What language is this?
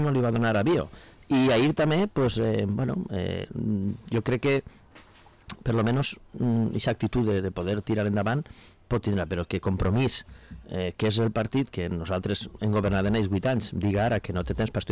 Catalan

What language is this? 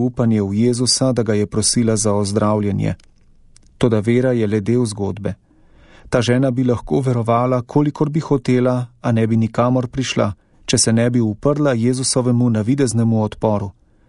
Slovenian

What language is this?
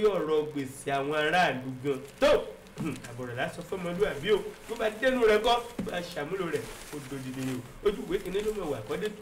Yoruba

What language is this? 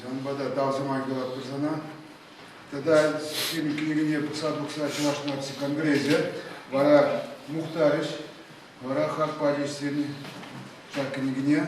Chuvash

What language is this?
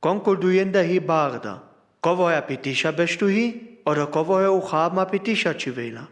Sinte Romani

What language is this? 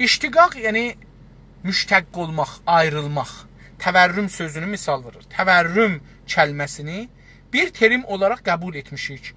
South Azerbaijani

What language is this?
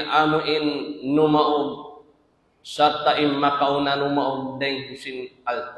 Tausug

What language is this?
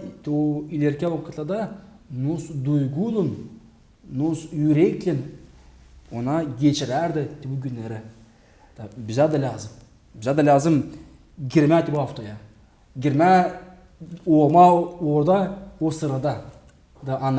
Gagauz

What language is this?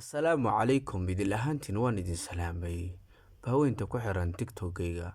Somali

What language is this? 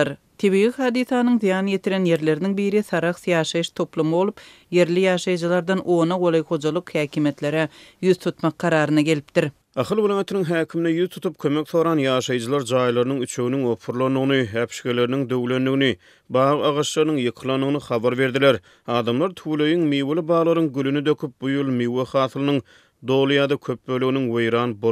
Turkmen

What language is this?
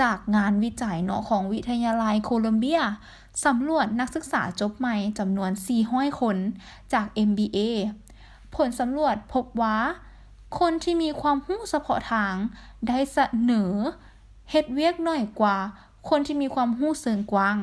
Lao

